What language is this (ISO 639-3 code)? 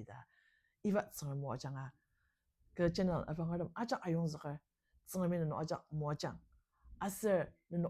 njo